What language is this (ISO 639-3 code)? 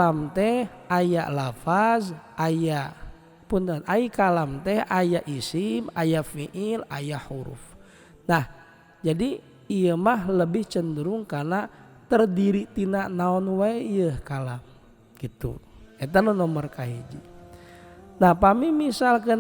sun